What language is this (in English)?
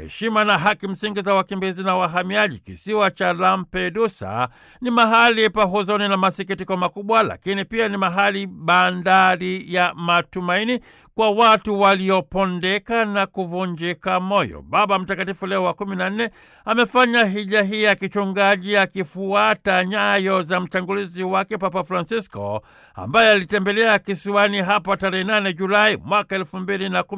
Swahili